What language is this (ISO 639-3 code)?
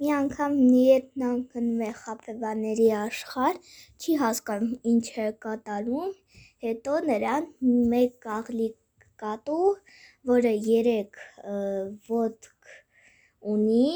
hye